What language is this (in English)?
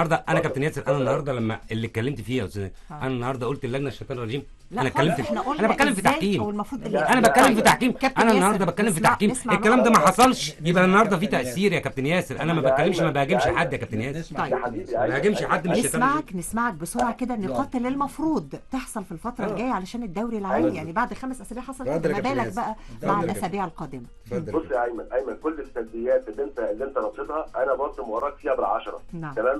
Egyptian Arabic